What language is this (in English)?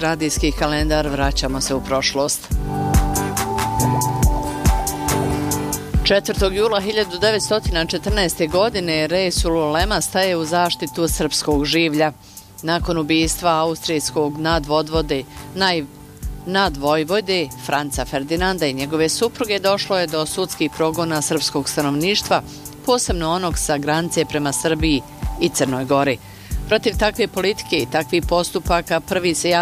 Bosnian